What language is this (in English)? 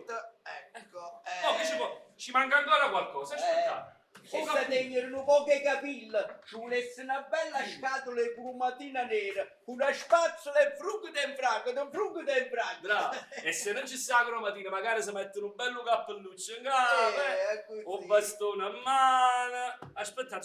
Neapolitan